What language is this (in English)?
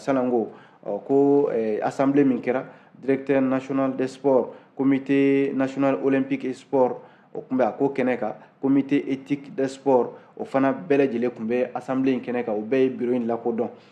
Bambara